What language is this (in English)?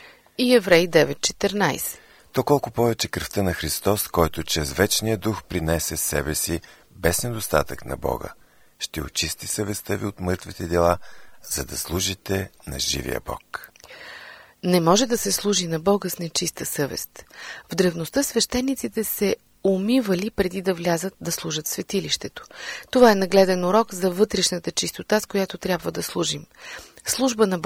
Bulgarian